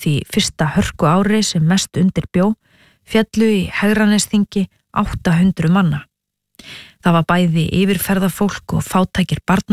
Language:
Icelandic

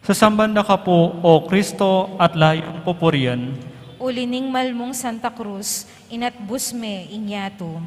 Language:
Pampanga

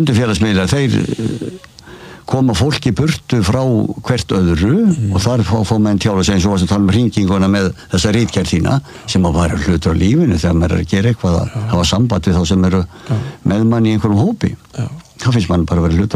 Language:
Icelandic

